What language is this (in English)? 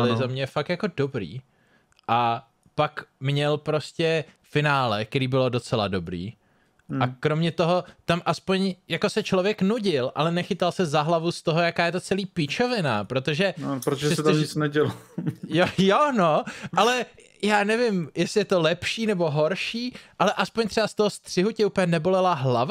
Czech